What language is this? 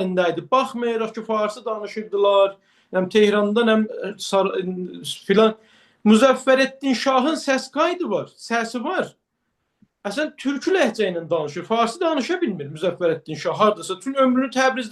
Azerbaijani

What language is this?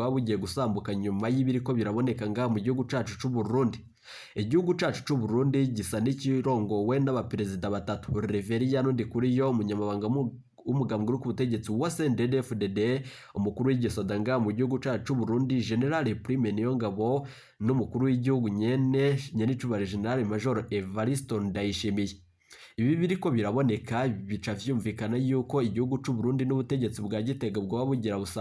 Rundi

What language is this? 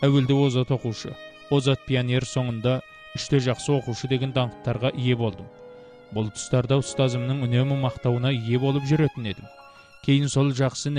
Kazakh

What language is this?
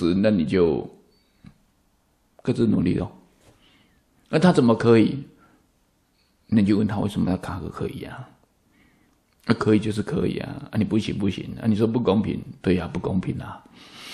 Chinese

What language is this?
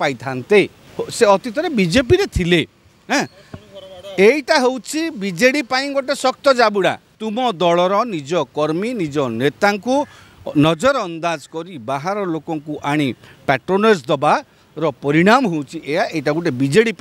Odia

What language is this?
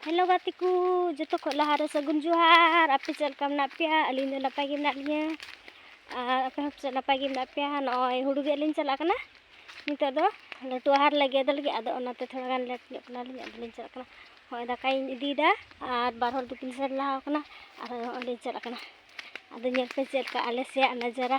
Santali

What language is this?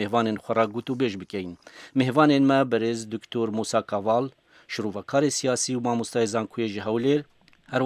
Kurdish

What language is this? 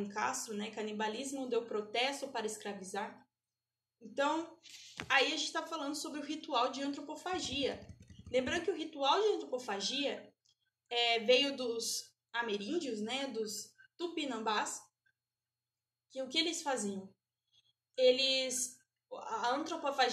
Portuguese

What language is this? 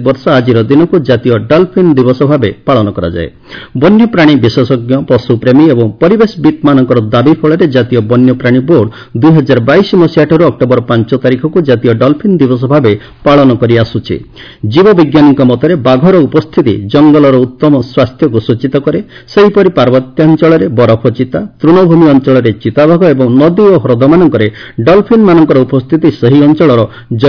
Odia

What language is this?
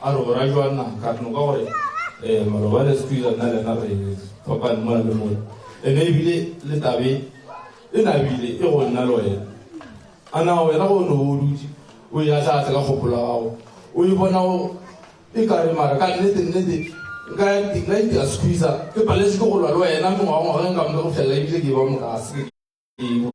Northern Sotho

